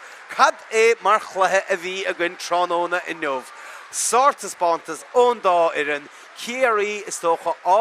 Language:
Irish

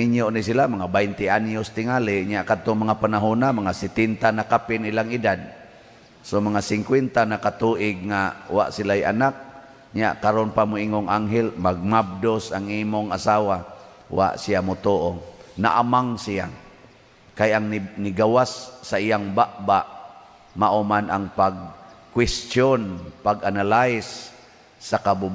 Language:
Cebuano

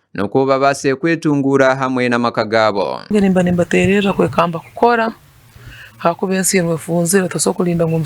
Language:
Nyankole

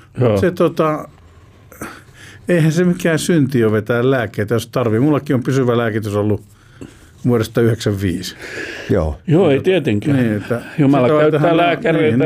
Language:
Finnish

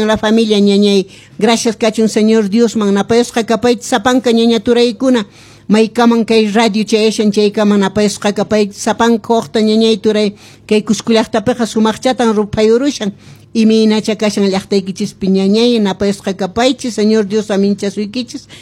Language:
Quechua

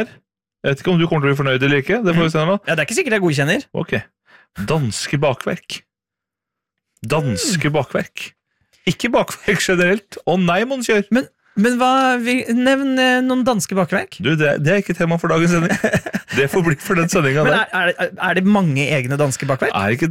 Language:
Norwegian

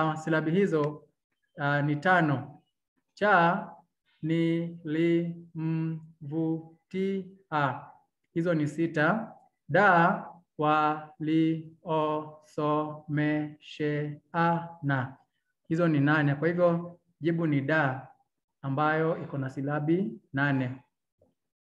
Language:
Swahili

